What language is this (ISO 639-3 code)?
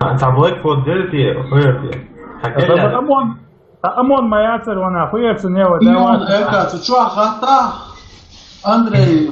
che